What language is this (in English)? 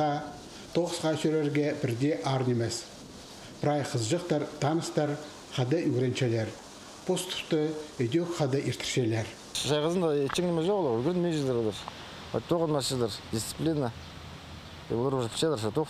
Khakas